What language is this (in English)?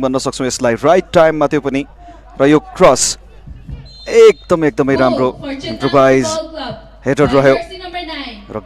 Nepali